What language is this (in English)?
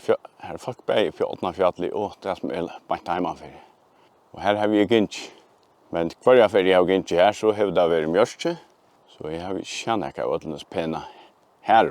Faroese